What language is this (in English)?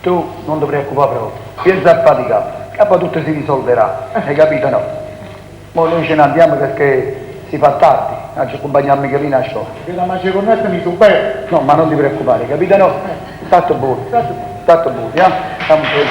Neapolitan